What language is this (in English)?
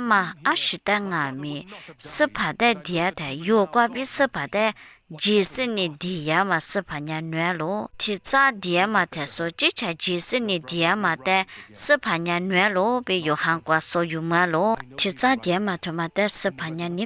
Lisu